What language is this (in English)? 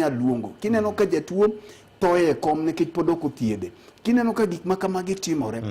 Luo (Kenya and Tanzania)